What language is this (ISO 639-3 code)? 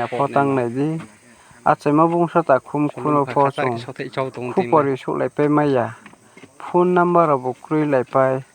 ria